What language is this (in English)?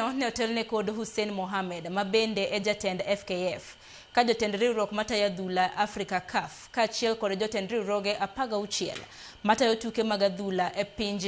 Luo (Kenya and Tanzania)